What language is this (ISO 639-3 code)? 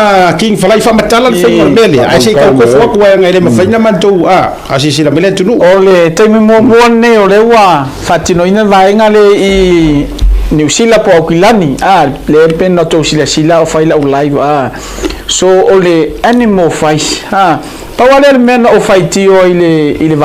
smo